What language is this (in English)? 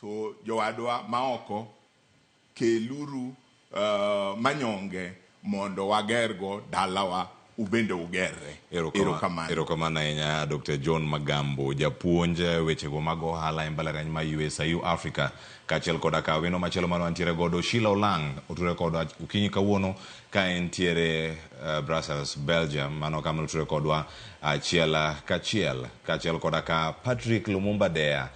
Luo (Kenya and Tanzania)